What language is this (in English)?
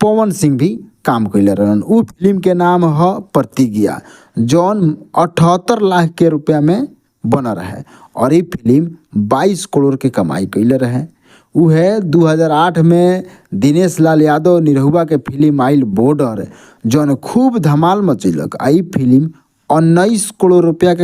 Bhojpuri